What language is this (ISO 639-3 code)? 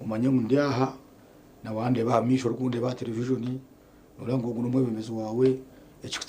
nyn